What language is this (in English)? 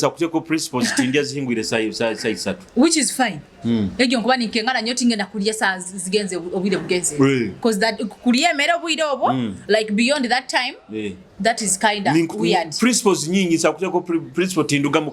Nyoro